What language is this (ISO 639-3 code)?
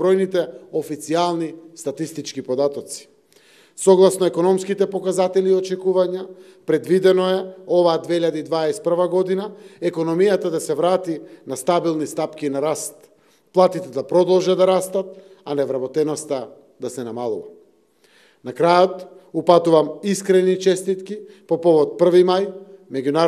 mkd